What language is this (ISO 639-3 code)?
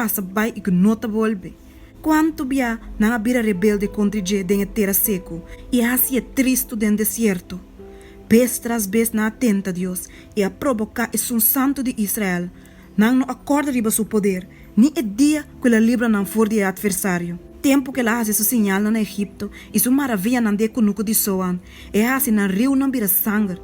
pap